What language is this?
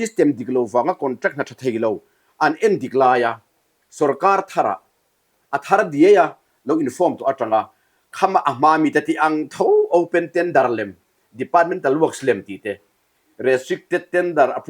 Mizo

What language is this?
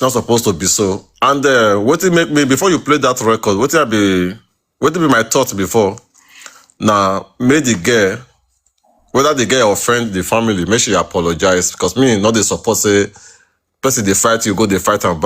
Nigerian Pidgin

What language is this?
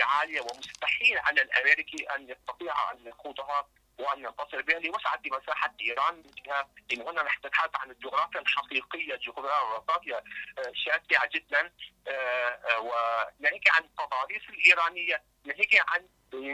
Arabic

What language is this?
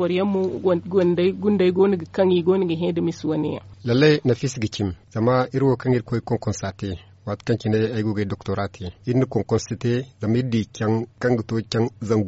Zarma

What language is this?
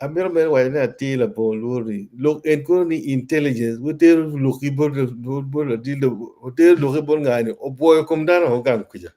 Acoli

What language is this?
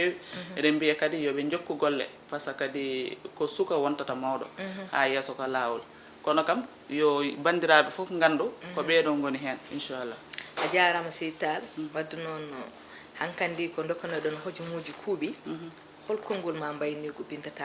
Fula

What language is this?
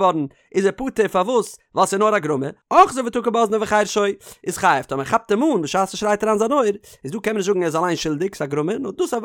Yiddish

